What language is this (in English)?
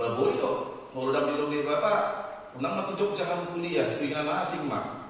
Batak Toba